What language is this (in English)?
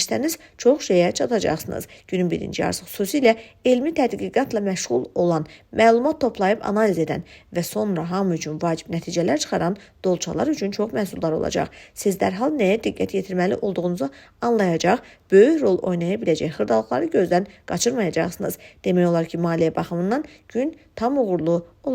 Azerbaijani